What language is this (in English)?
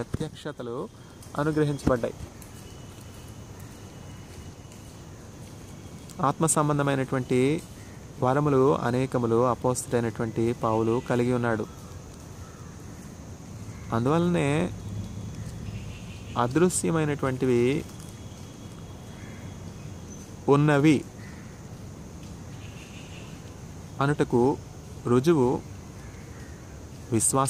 Telugu